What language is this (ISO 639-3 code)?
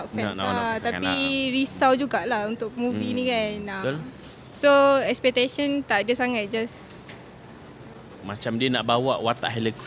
msa